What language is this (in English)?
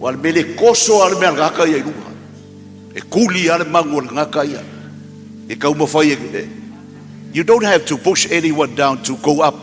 Samoan